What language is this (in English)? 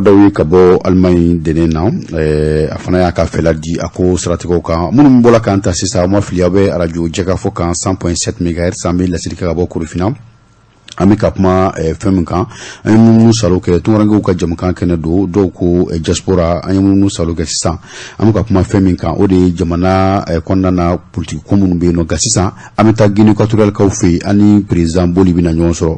Bambara